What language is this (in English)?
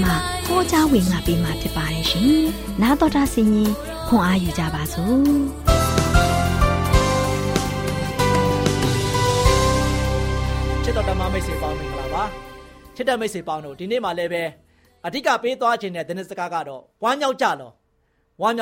Burmese